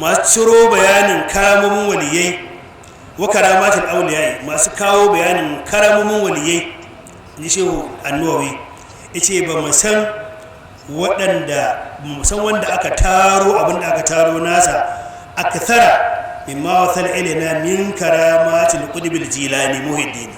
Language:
Hausa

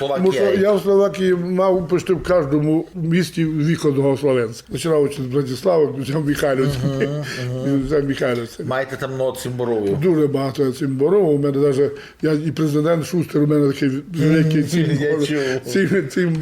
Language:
Rusyn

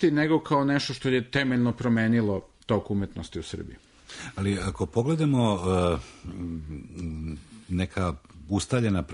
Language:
Serbian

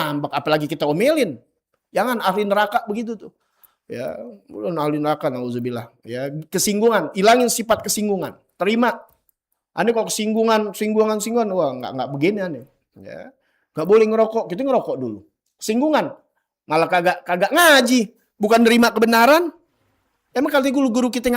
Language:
Betawi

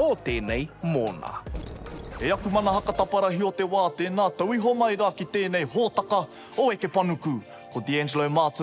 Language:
Māori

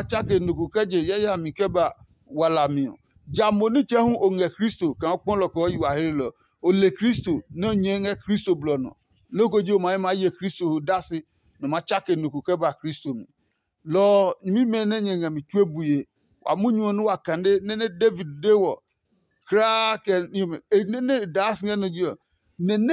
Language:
Adangme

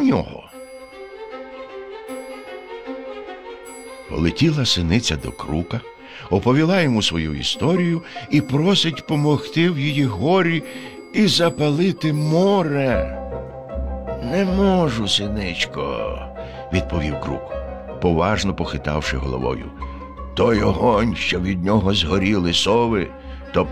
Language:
Ukrainian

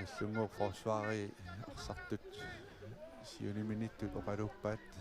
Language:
Kalaallisut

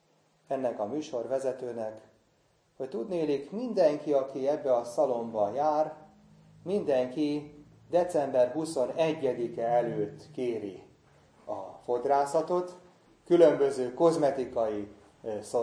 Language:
Hungarian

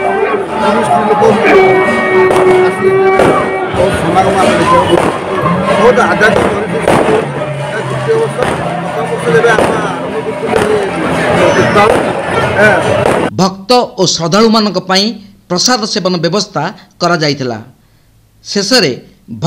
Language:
Odia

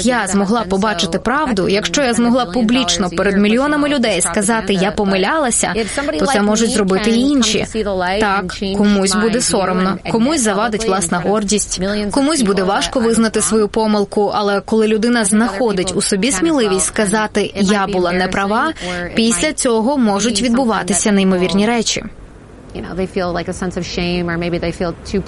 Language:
Ukrainian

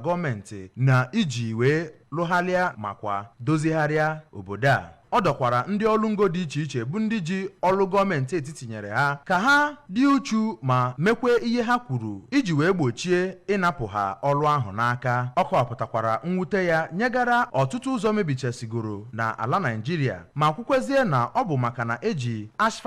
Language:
Igbo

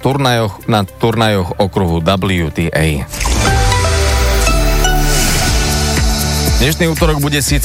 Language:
Slovak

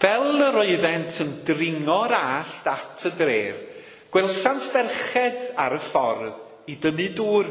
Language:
Welsh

